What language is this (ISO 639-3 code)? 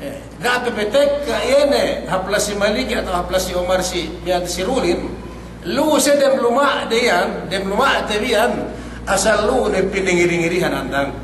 yka